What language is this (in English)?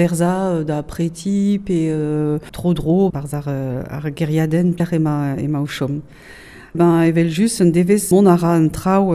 Breton